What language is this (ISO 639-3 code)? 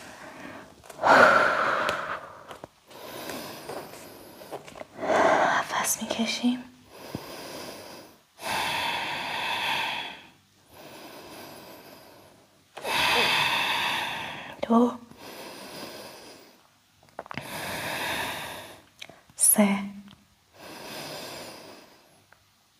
fas